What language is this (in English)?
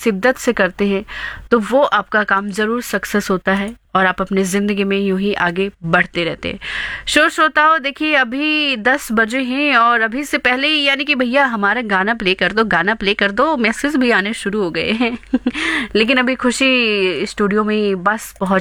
Hindi